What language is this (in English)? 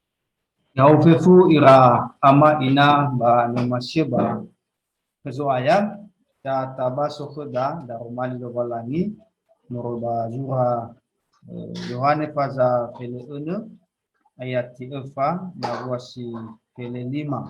Nias